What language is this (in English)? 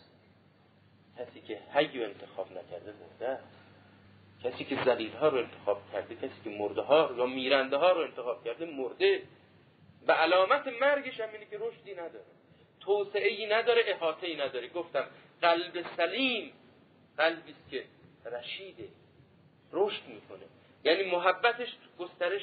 Persian